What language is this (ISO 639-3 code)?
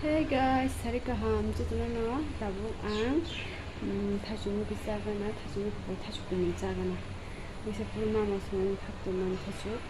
trp